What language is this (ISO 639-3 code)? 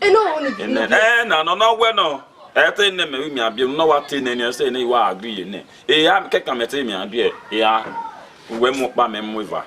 bin